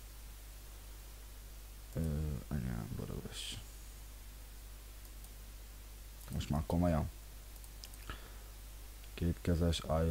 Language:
Hungarian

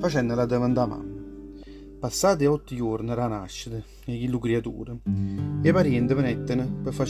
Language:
Neapolitan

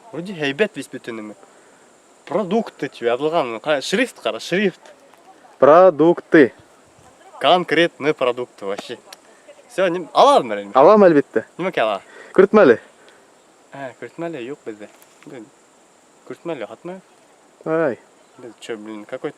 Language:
Bashkir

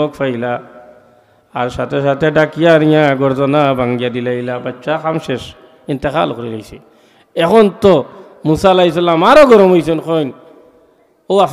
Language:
Sylheti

